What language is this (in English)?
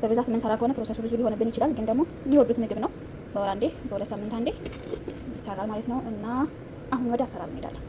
Amharic